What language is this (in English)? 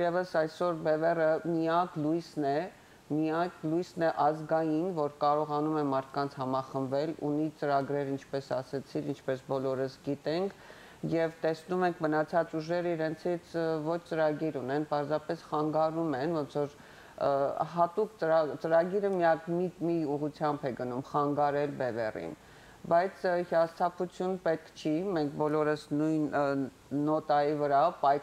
Armenian